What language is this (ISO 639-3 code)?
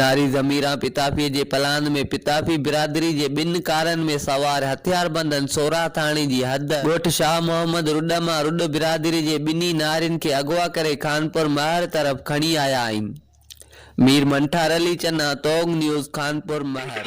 snd